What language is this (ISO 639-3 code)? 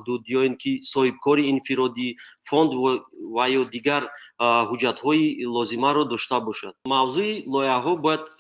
tgk